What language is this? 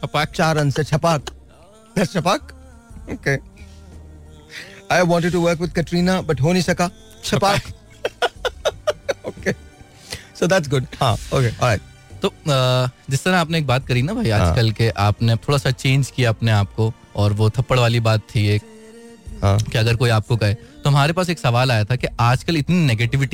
Hindi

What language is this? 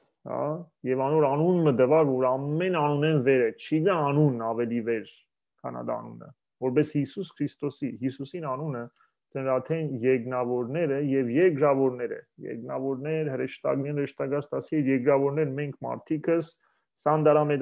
Western Armenian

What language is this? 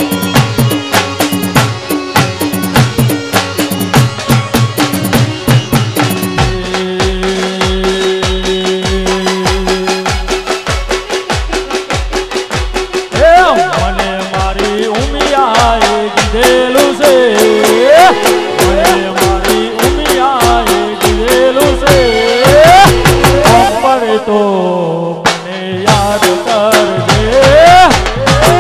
Gujarati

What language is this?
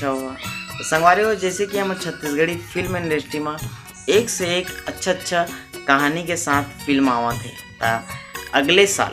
Chhattisgarhi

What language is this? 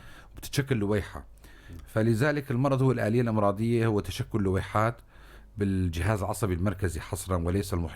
North Levantine Arabic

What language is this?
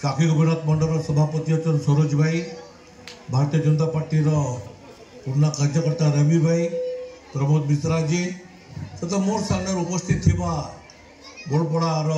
Odia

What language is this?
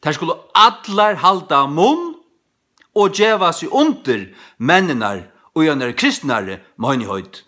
Faroese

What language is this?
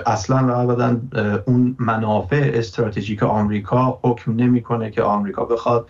Persian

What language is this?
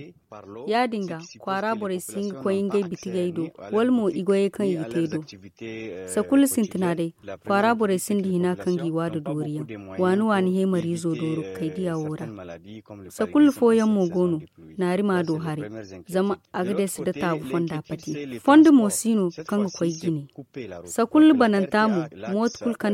Zarma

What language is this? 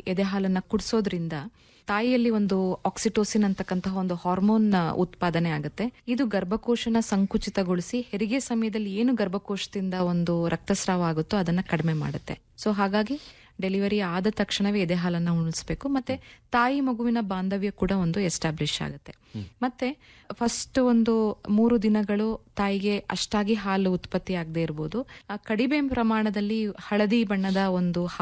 Kannada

